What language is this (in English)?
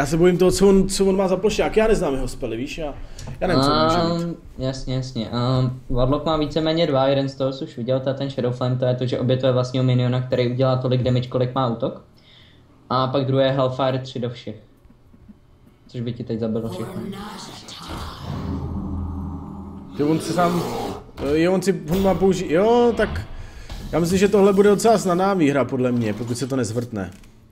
Czech